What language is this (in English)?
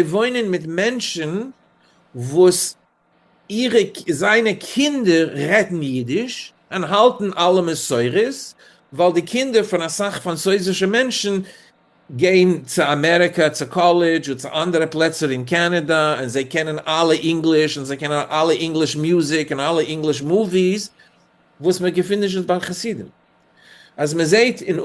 Yiddish